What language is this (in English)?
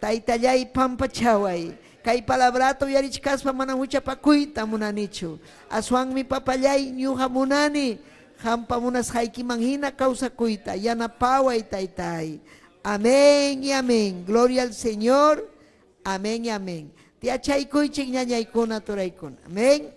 Ayacucho Quechua